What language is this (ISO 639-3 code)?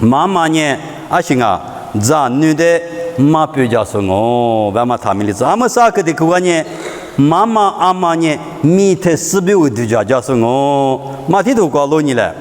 lis